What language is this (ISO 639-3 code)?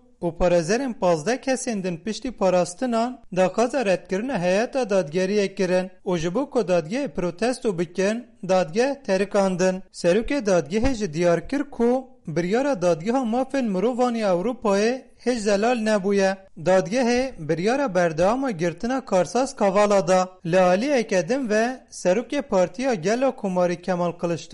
kur